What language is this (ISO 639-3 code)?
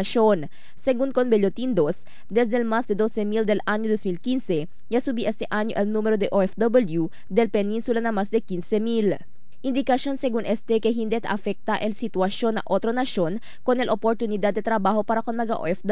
cbk